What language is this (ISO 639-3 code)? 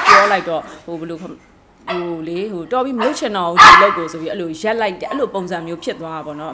mya